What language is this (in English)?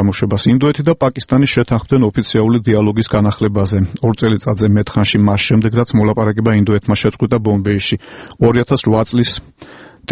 Georgian